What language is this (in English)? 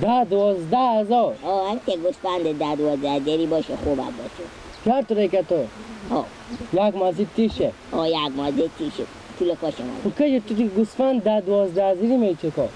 Persian